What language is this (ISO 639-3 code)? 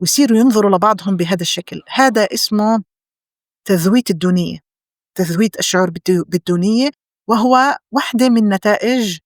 apc